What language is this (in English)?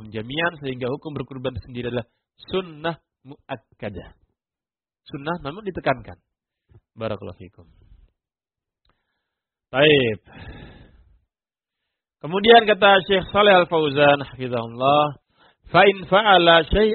Indonesian